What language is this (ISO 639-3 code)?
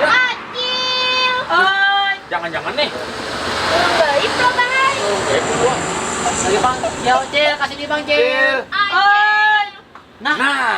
bjn